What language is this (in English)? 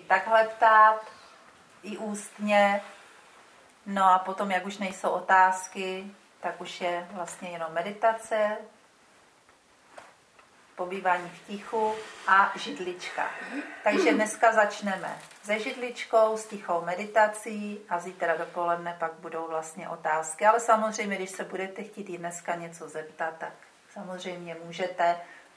Czech